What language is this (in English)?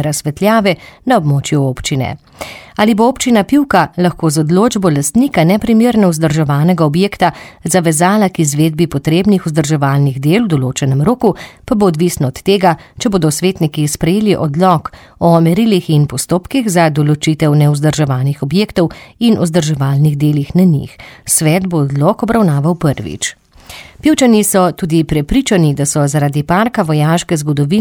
Slovenian